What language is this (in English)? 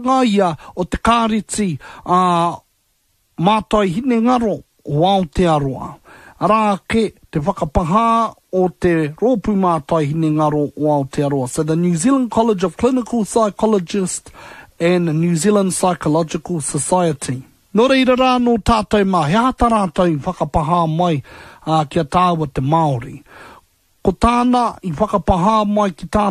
Māori